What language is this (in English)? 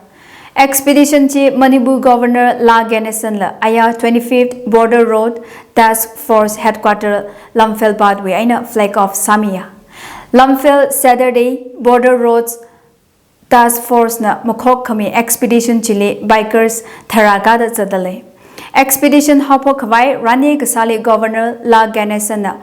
Tangkhul Naga (India)